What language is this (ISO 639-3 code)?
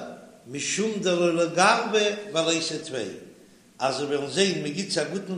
yid